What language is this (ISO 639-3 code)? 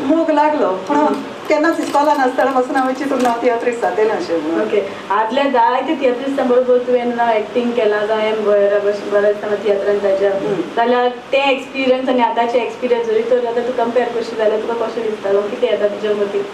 kok